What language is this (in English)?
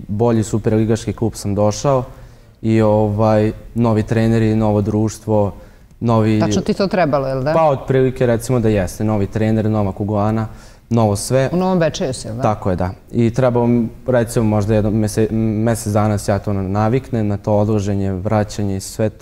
Serbian